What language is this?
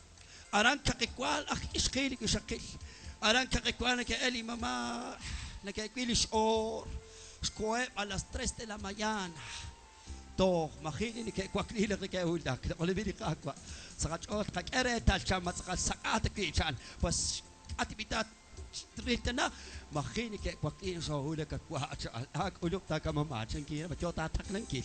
Kekchí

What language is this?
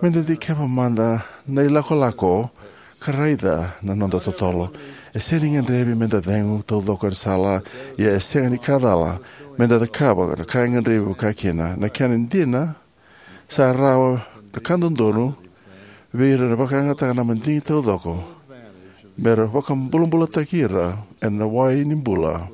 Fijian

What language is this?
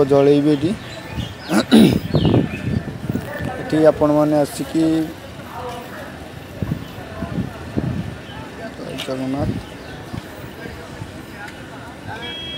Odia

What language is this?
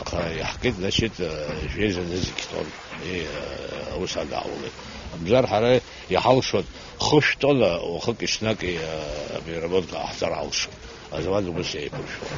Abkhazian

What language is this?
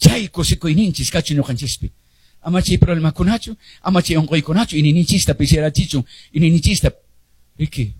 Quechua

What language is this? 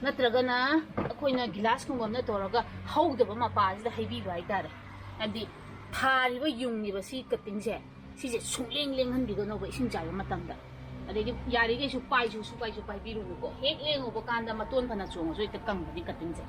Manipuri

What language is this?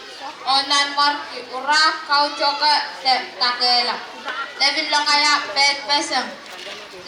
Pohnpeian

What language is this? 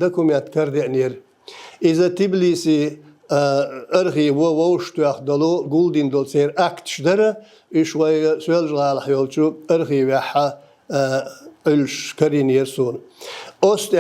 Chechen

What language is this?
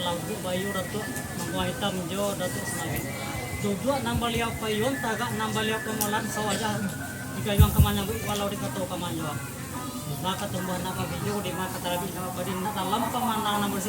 Minangkabau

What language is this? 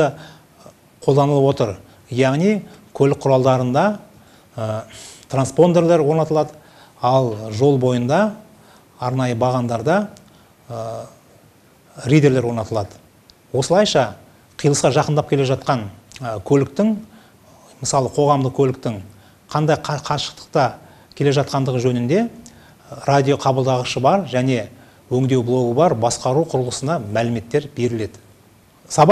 Kazakh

